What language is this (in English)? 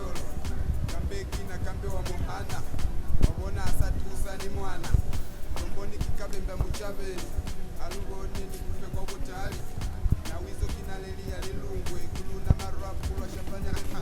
Lozi